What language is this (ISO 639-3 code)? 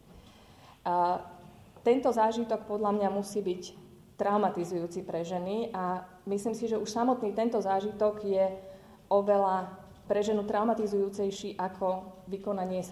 slk